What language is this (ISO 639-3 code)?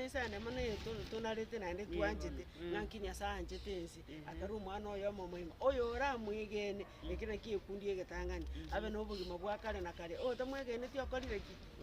guz